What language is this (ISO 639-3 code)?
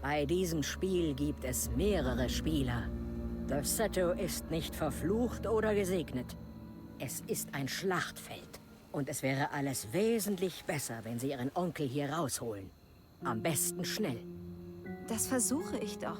bar